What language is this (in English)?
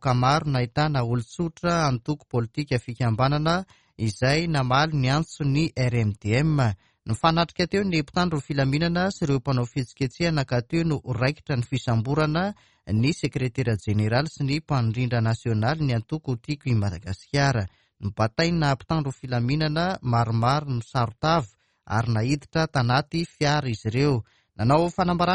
Malagasy